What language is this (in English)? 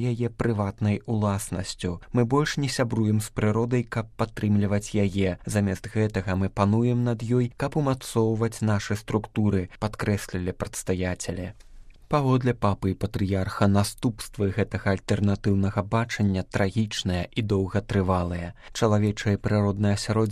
Belarusian